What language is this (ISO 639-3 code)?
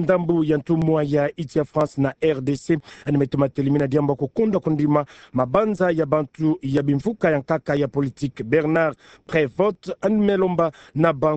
ktu